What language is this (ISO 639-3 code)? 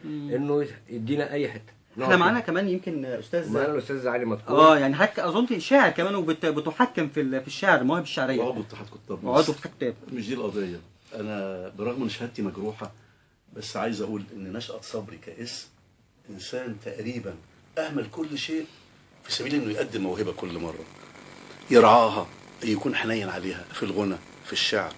arz